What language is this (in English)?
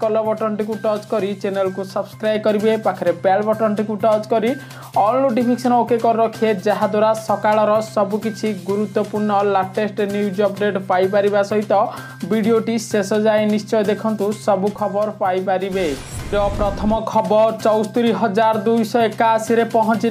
Odia